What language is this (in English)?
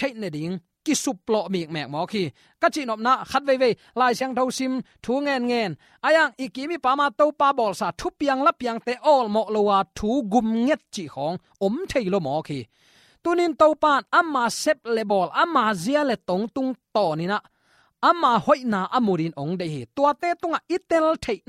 Tedim Chin